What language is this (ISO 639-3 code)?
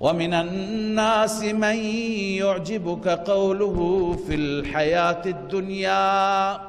fas